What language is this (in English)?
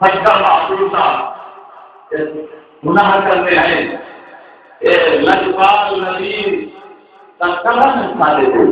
Saraiki